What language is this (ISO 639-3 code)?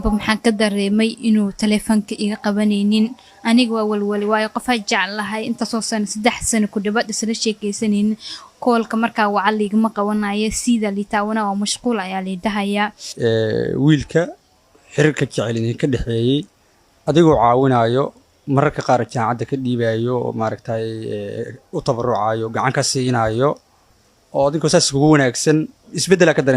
som